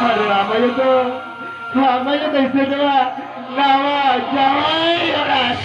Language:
Santali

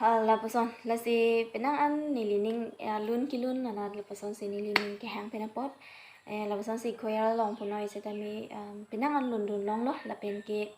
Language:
Karbi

